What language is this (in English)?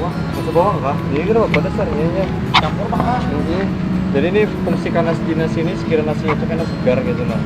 Banjar